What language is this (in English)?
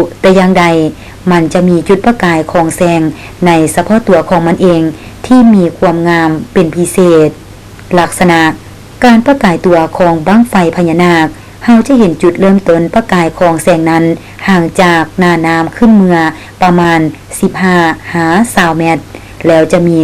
Lao